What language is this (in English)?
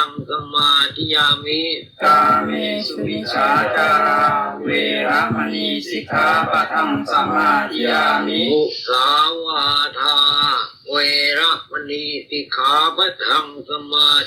Pali